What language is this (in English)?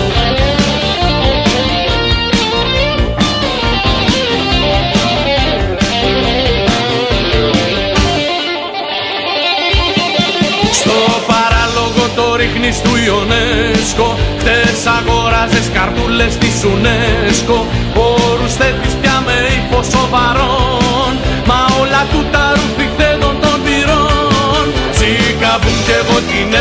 Greek